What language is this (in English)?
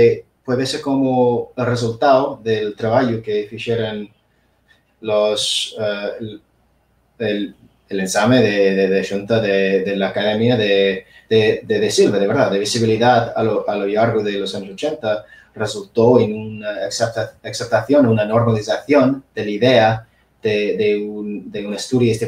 Asturian